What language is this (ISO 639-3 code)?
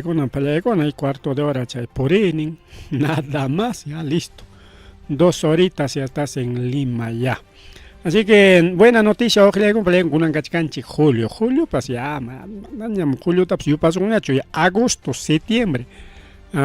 quy